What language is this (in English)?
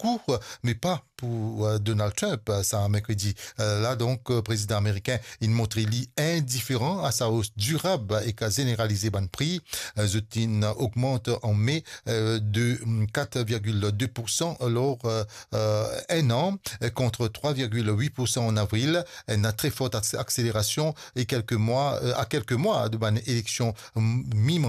Morisyen